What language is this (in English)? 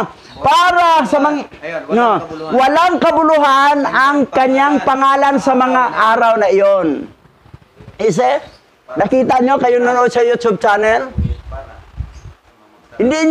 Filipino